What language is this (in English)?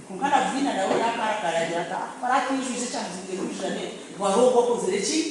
Nyankole